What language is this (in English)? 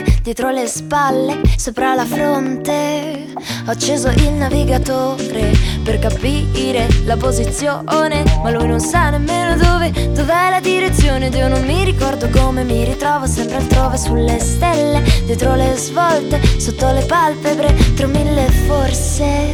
Italian